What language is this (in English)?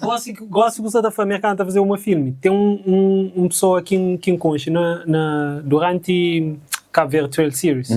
Kabuverdianu